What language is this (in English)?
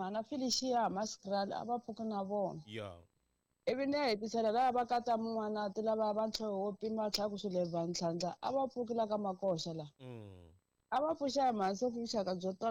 Tsonga